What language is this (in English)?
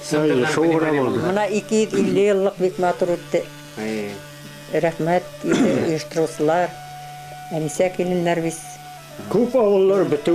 Bashkir